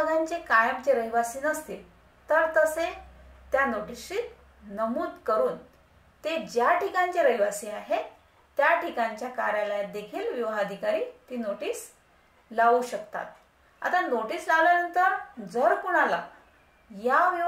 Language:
Marathi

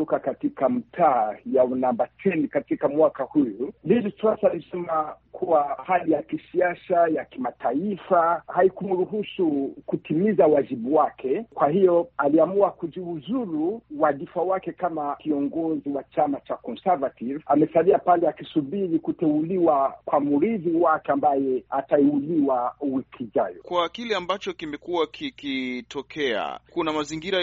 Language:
Swahili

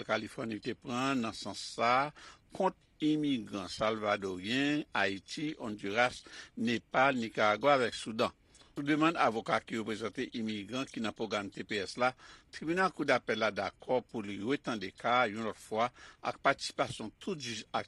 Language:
Haitian Creole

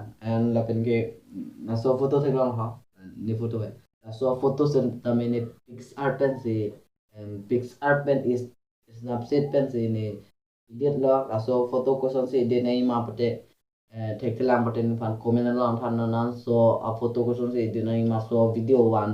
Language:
Karbi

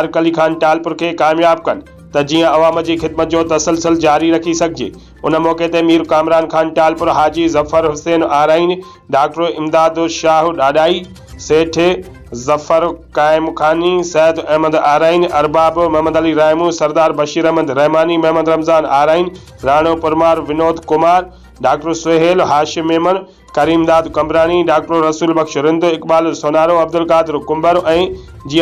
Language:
Sindhi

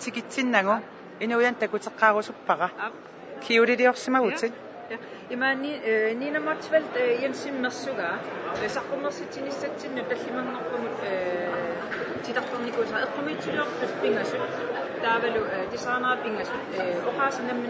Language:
Kalaallisut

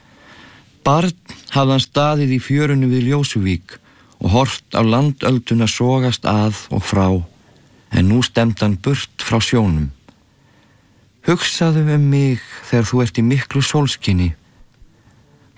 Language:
Icelandic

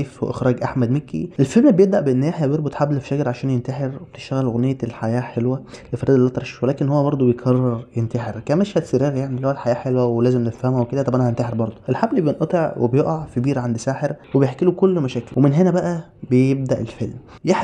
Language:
Egyptian Arabic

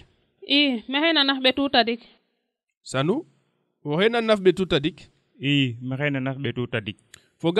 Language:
Serer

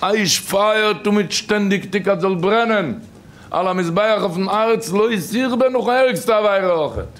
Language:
Yiddish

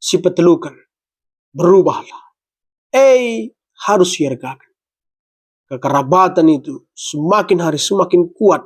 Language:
Batak Karo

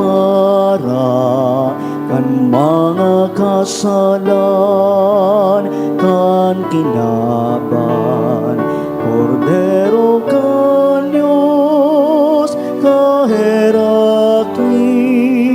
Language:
Bikol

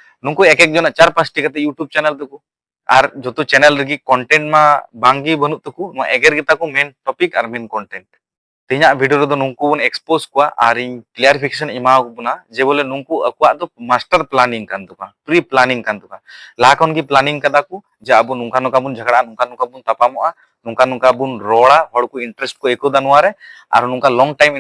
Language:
Santali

